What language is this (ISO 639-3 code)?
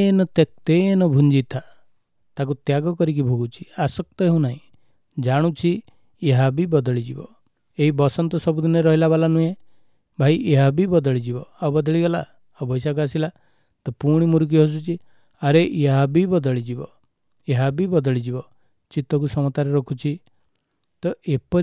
ori